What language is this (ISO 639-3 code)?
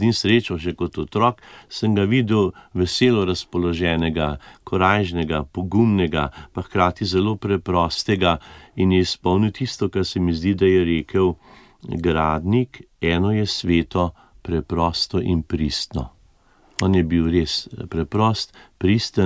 slv